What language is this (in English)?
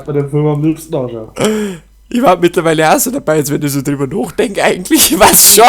Bavarian